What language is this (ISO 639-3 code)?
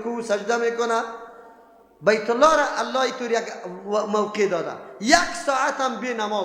fas